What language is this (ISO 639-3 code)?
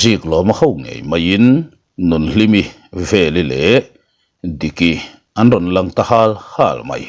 lus